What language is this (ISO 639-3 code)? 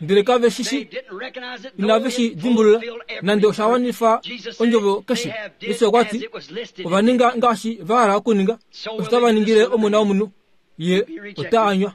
kua